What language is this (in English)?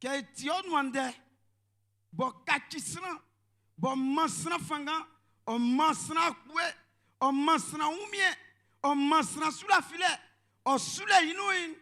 Baoulé